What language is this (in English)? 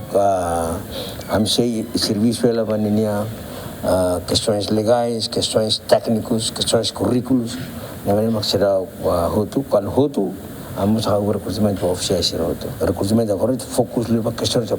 Tetum